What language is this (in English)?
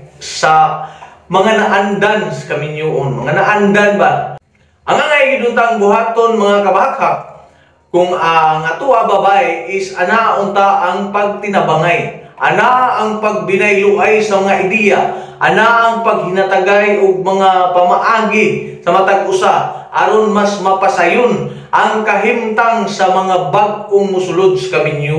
Cebuano